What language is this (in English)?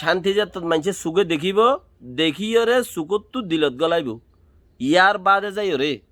Rohingya